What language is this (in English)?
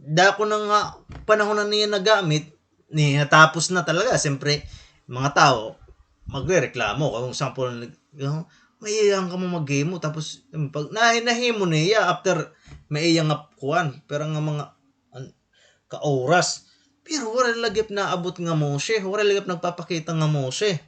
Waray